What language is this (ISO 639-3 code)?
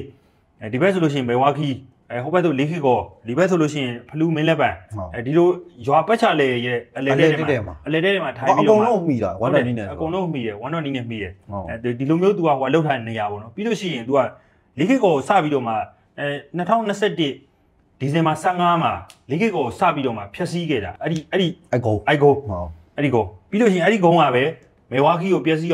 mya